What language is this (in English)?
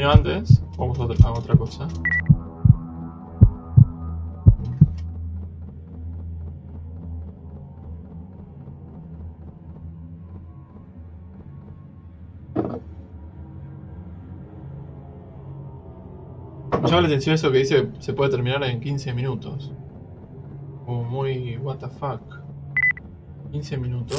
Spanish